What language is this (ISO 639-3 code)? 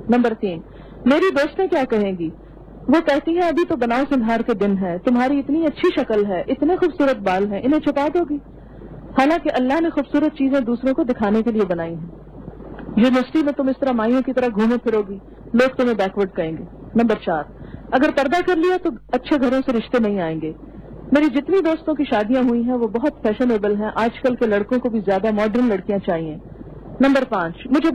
urd